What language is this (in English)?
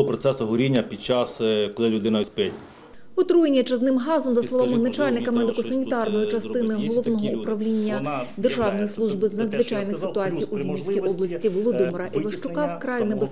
Ukrainian